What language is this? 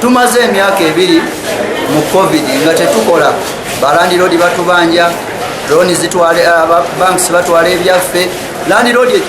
Ganda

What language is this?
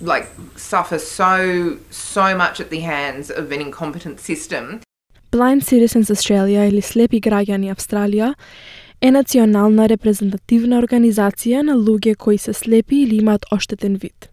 Macedonian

